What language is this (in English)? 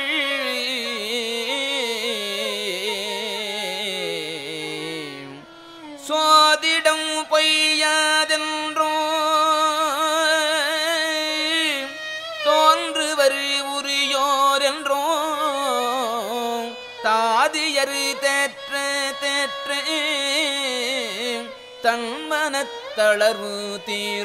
Tamil